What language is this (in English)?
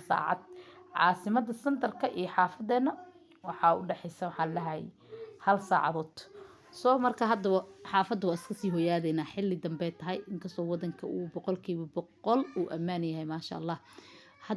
Somali